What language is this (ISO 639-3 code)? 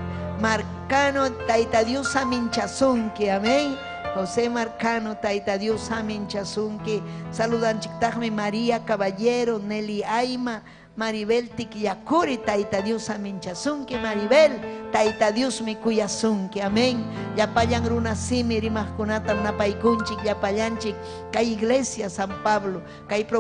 quy